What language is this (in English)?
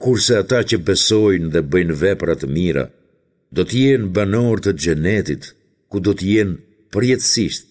Albanian